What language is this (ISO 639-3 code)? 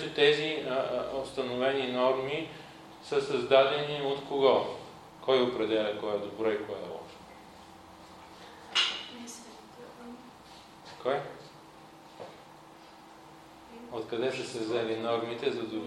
bul